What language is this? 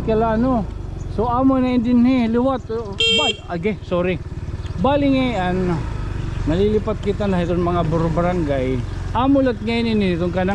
Waray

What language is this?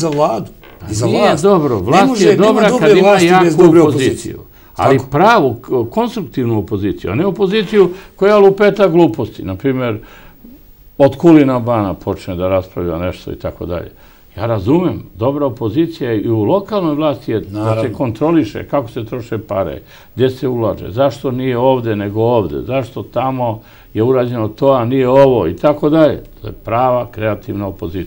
Serbian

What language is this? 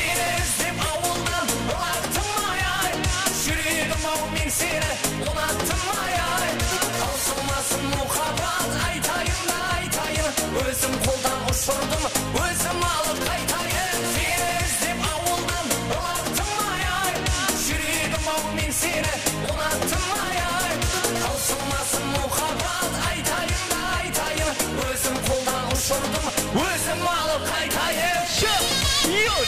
Kara-Kalpak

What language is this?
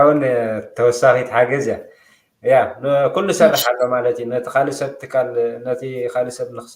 Tigrinya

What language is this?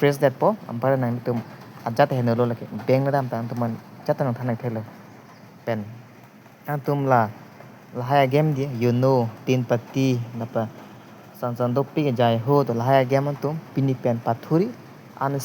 Karbi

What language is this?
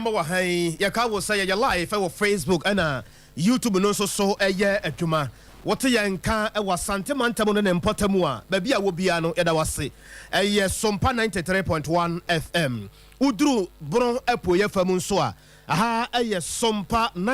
Akan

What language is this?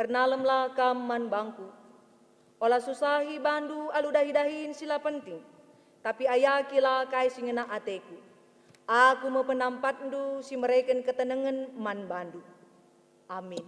Batak Karo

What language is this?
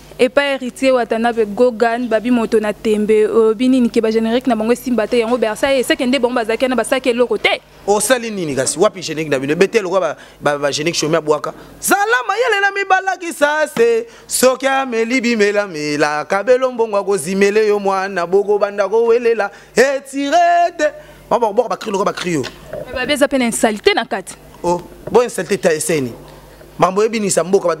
Lingala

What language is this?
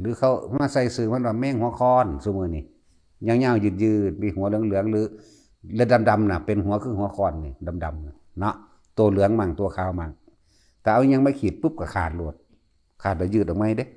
Northeastern Thai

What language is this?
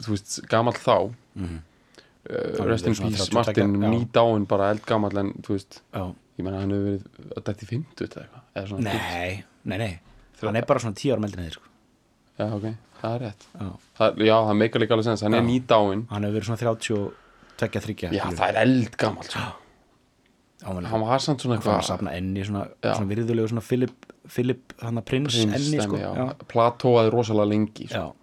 Icelandic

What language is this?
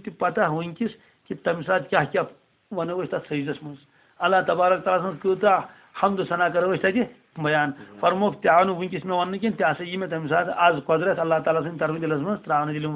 Kashmiri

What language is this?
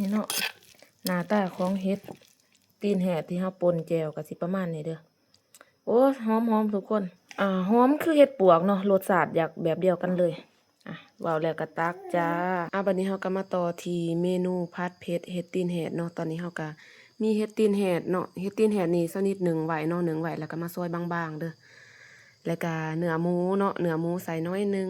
Lao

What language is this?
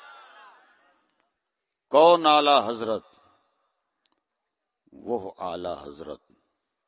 Urdu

